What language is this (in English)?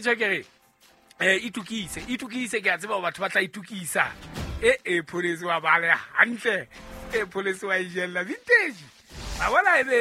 Southern Sotho